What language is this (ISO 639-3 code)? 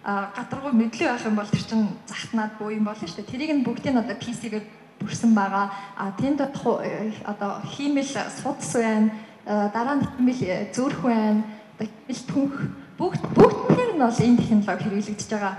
mon